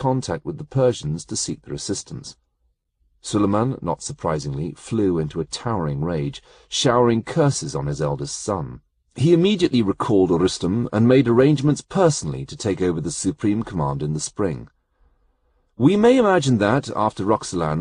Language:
English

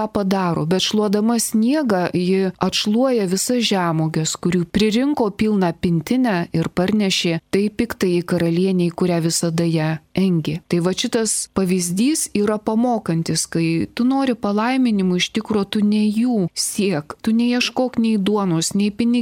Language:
Lithuanian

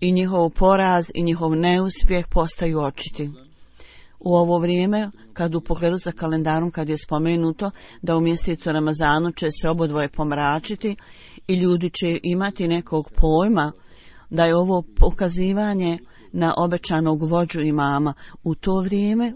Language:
Bosnian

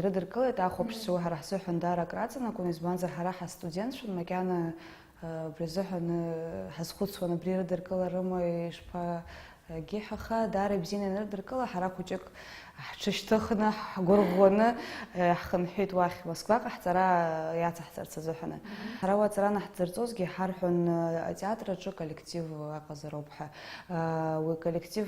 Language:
Abkhazian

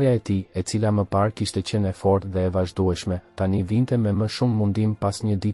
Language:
Albanian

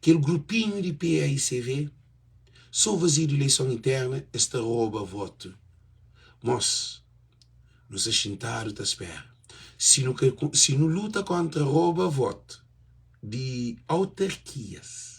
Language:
Kabuverdianu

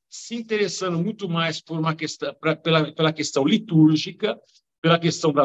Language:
Portuguese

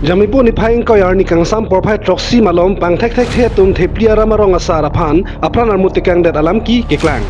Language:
Karbi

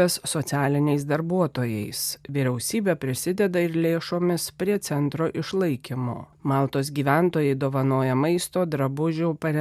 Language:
Lithuanian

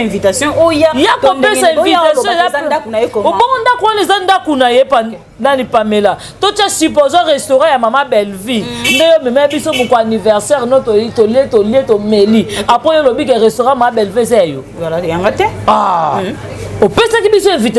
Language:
Lingala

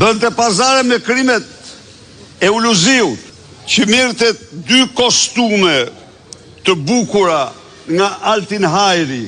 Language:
Albanian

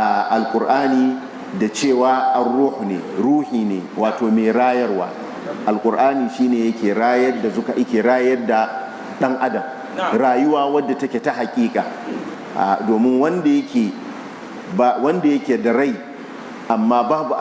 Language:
Hausa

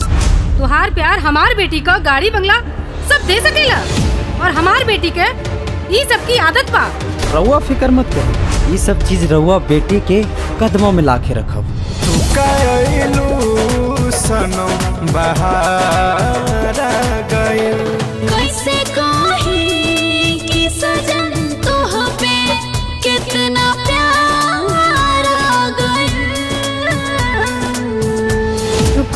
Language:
Bhojpuri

